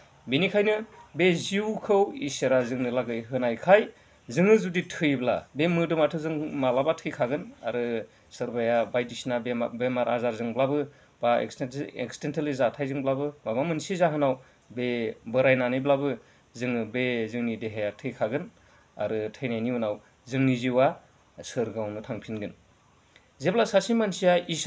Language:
Bodo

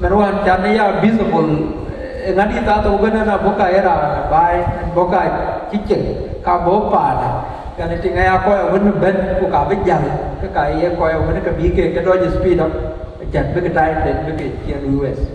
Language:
Dinka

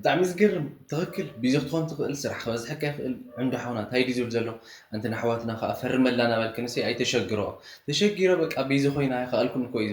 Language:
Tigrinya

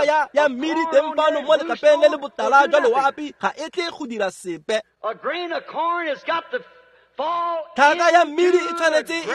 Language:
Tswana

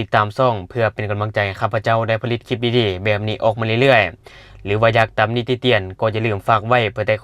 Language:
Lao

